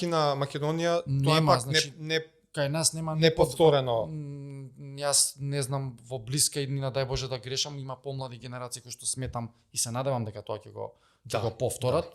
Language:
Macedonian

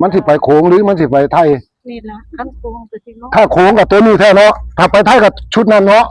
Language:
Northeastern Thai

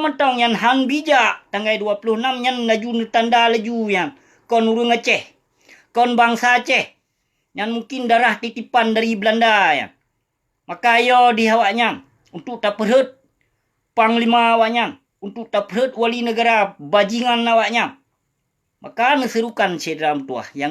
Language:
Achinese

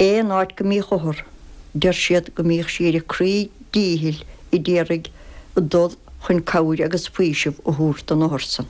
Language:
Irish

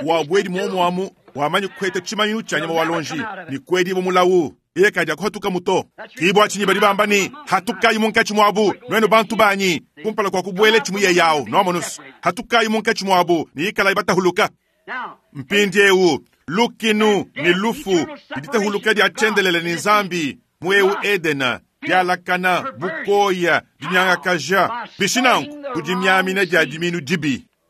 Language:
Luba-Lulua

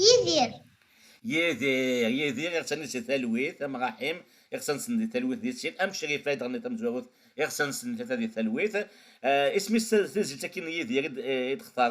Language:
Kabyle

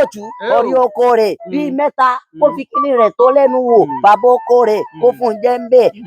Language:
Yoruba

